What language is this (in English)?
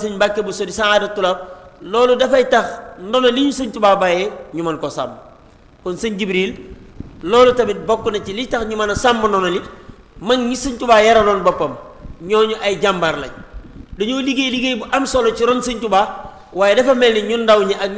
Wolof